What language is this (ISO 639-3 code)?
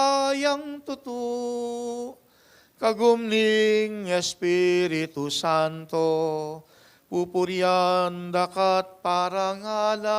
pam